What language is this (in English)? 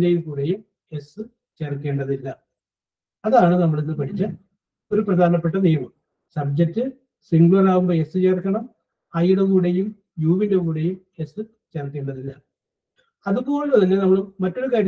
Malayalam